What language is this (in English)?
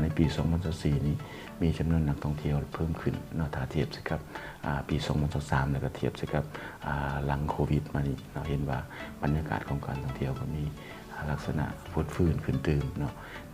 Lao